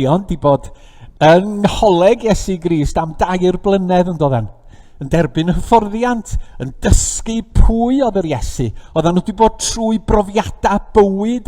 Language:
Welsh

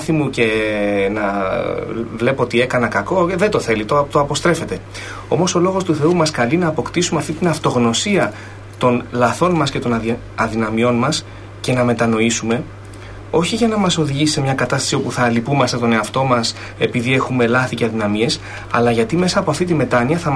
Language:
Greek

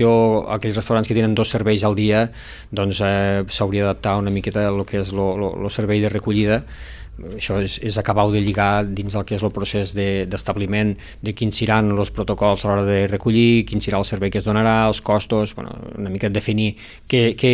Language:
Catalan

